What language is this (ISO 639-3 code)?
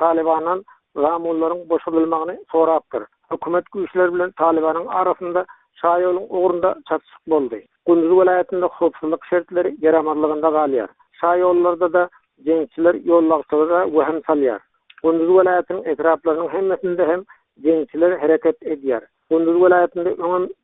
tuk